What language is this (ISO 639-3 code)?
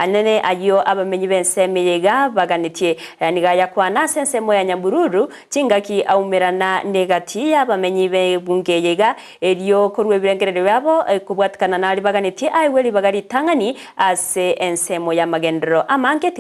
guz